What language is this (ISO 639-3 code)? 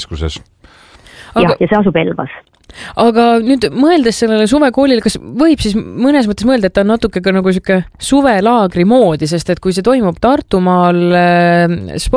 est